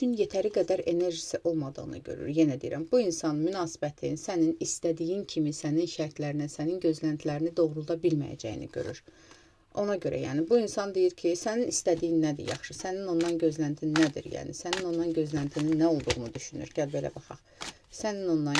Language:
Azerbaijani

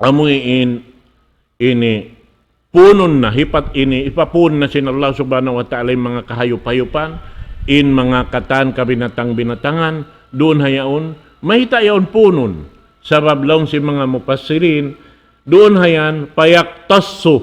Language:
Tausug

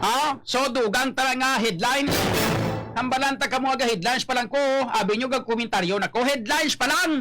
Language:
Hiligaynon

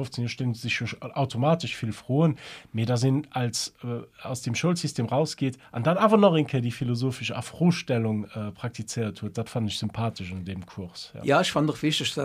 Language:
Luxembourgish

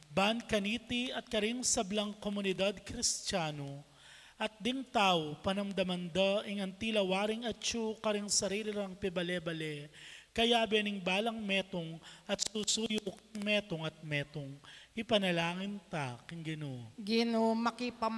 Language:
Pampanga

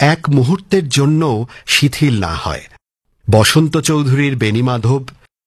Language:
Bangla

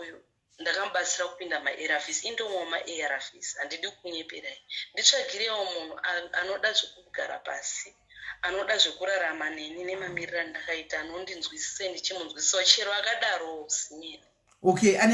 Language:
Shona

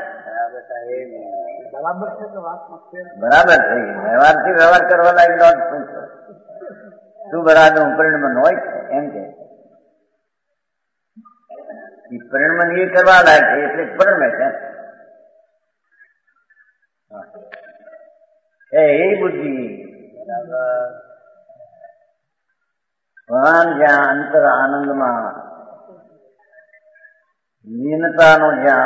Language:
Gujarati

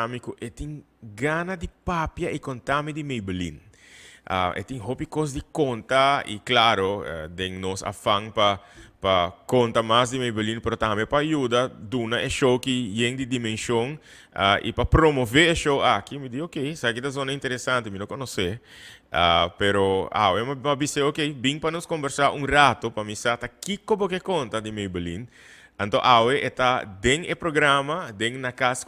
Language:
Papiamento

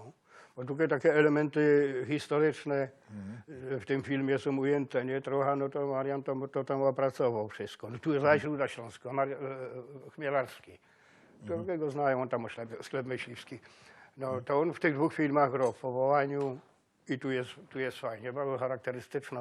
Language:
Silesian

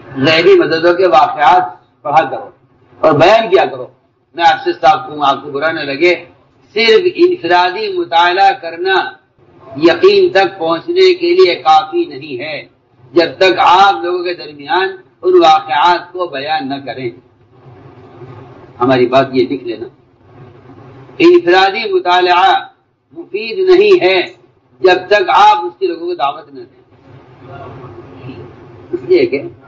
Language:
Urdu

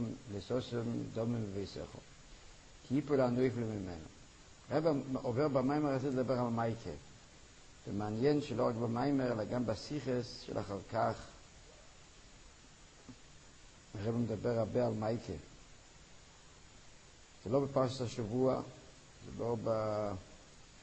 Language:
Hebrew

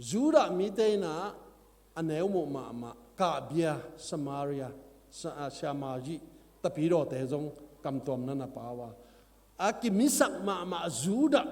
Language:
Tedim Chin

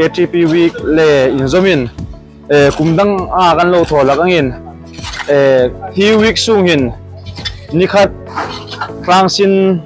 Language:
Hmar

